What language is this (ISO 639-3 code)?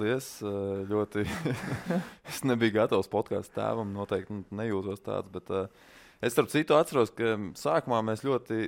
lav